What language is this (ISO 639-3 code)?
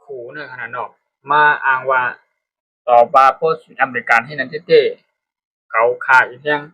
shn